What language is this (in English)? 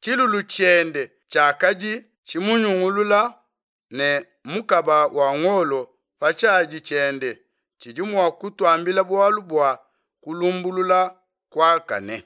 Luba-Lulua